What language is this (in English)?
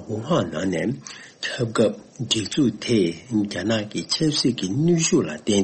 Tibetan